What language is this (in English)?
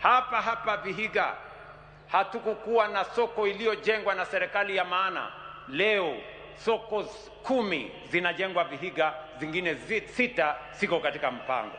Luo (Kenya and Tanzania)